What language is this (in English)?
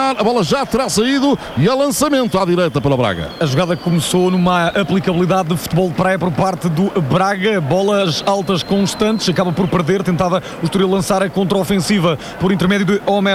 Portuguese